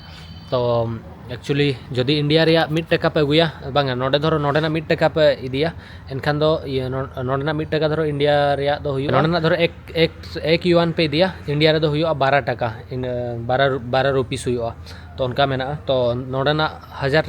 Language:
Santali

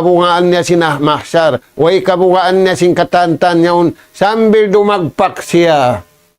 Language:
Tausug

